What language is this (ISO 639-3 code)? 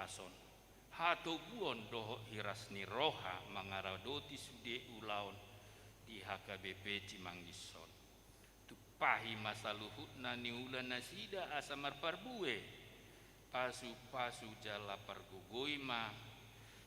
bbc